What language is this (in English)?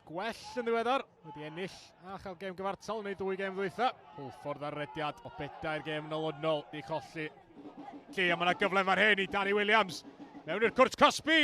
Welsh